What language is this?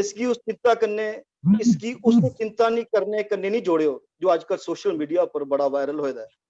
Dogri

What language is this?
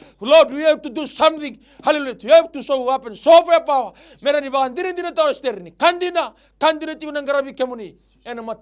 Fijian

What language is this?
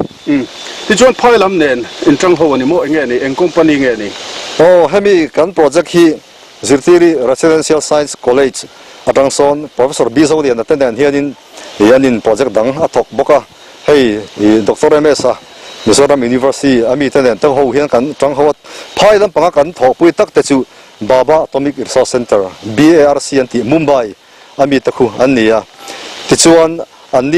Mizo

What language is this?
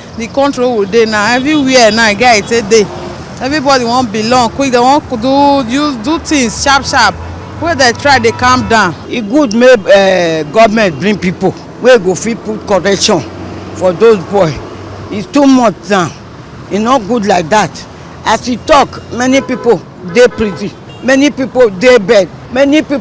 Nigerian Pidgin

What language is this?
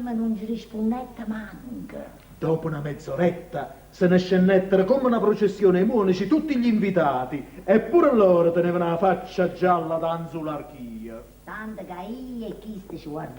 Neapolitan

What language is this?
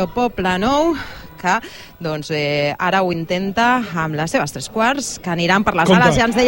Catalan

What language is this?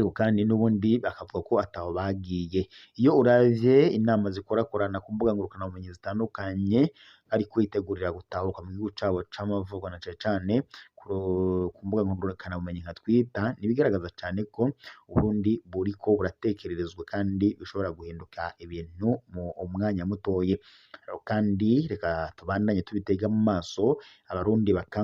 Rundi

